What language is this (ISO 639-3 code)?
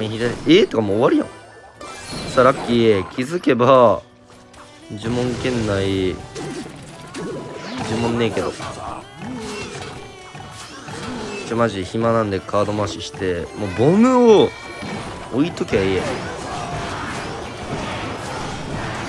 jpn